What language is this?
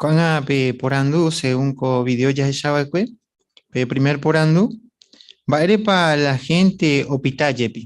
Guarani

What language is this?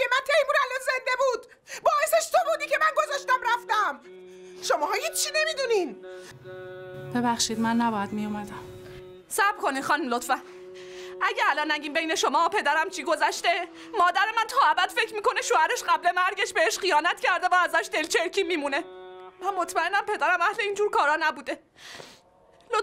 Persian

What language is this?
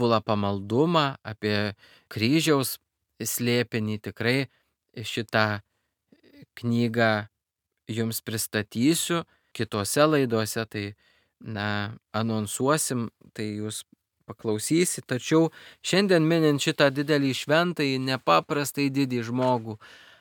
Lithuanian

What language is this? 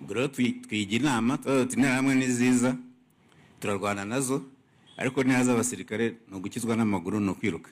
Kinyarwanda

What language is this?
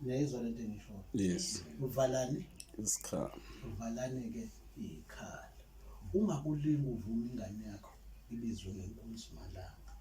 Zulu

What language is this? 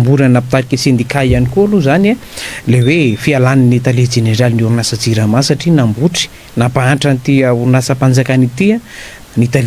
Malagasy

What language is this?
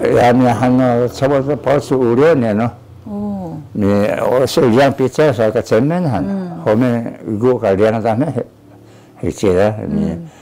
Taroko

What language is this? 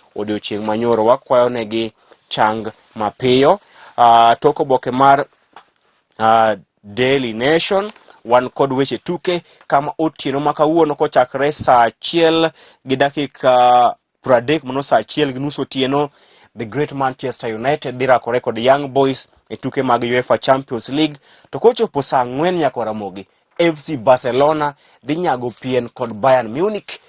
Luo (Kenya and Tanzania)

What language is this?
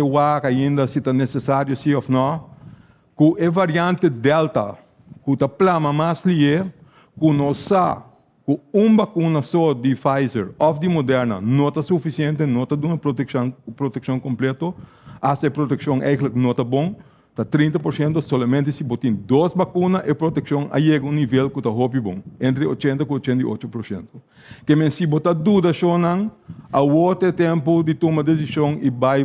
Papiamento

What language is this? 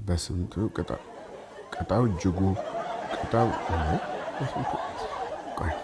Amharic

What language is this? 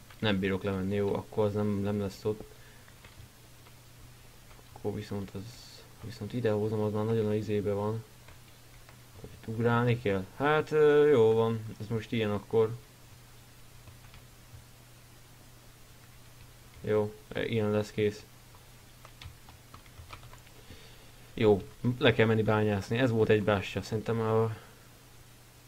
Hungarian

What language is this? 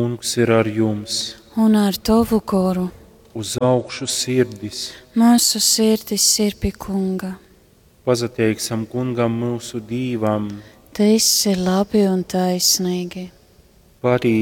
Latgalian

